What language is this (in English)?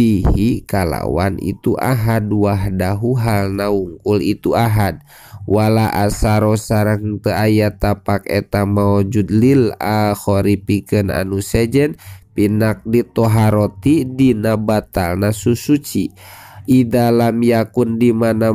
Sundanese